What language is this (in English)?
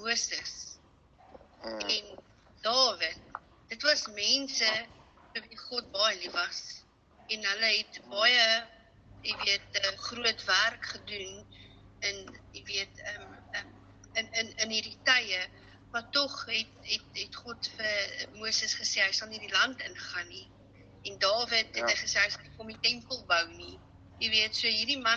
Afrikaans